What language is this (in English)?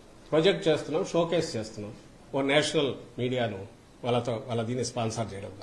Telugu